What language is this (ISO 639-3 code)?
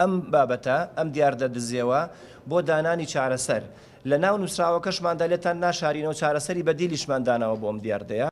ckb